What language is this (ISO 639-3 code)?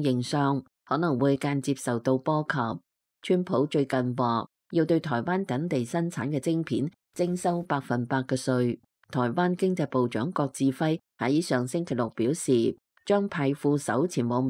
yue